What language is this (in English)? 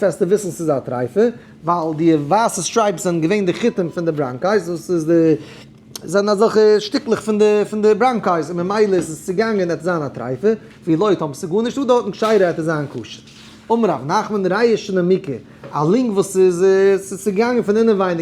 Yiddish